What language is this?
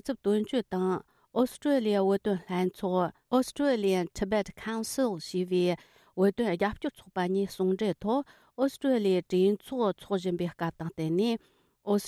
Tibetan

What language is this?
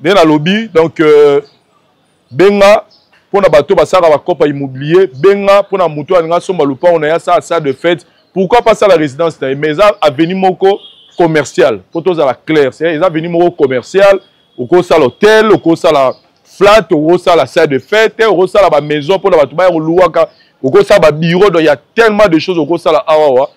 Lingala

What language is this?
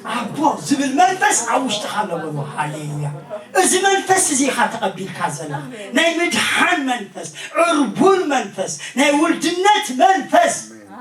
Tigrinya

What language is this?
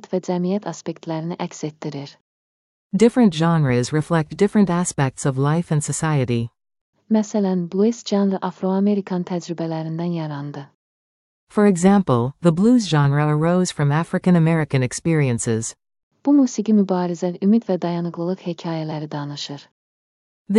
Azerbaijani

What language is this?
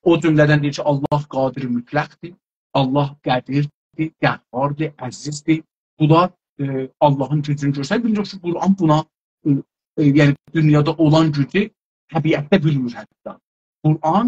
South Azerbaijani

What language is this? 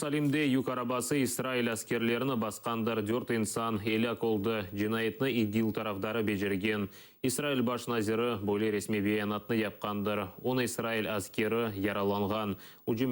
Crimean Tatar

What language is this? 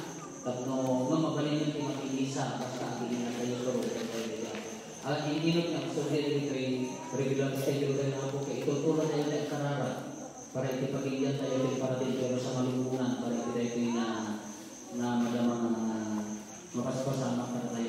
Iloko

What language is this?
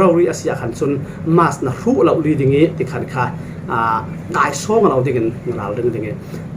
Falam Chin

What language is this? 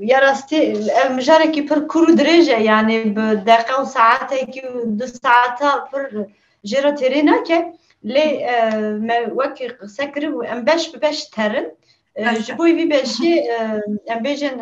Kurdish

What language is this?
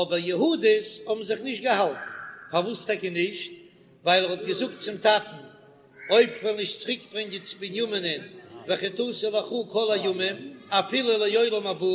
Yiddish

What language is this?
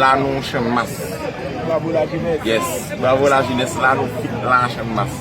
Haitian Creole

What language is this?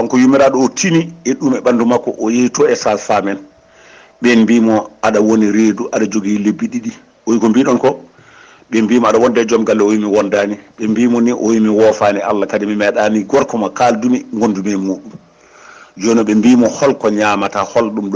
Fula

